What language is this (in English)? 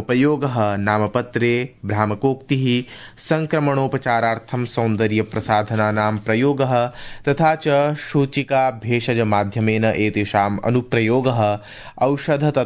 Sanskrit